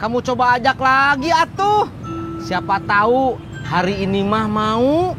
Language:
Betawi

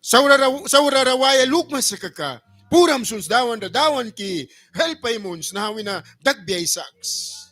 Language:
Mískito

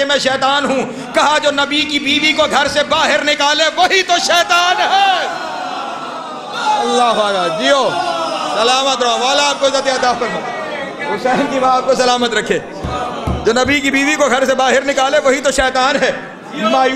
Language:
Urdu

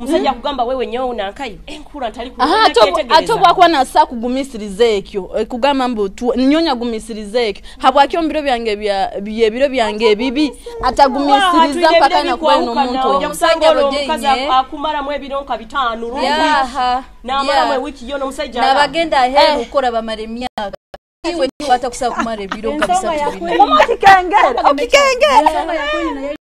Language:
Nyoro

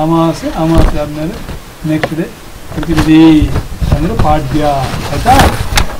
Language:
Kannada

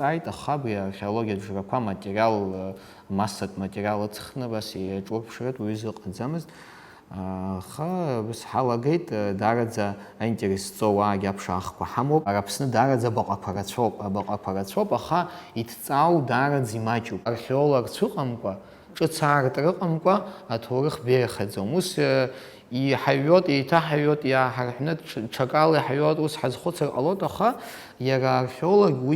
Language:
Abkhazian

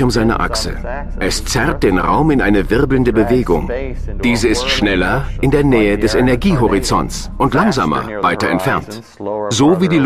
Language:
German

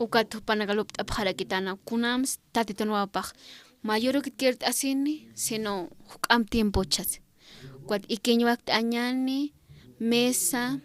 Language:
Aymara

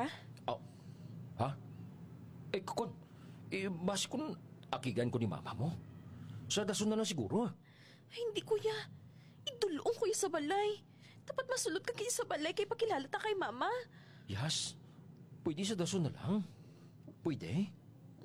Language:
Hiligaynon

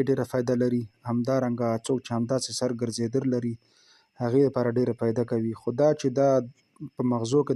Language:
Pashto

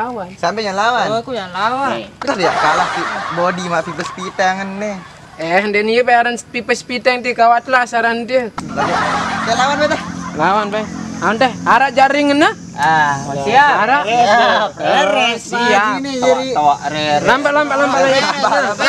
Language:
Sasak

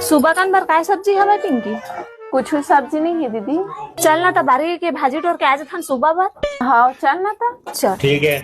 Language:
Chhattisgarhi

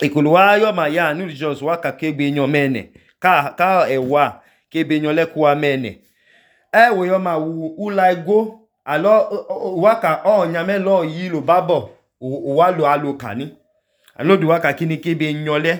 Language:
Idoma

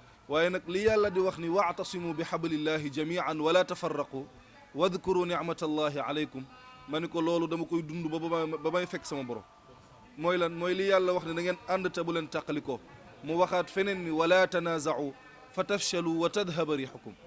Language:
Wolof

